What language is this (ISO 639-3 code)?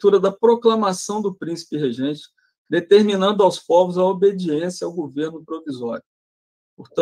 por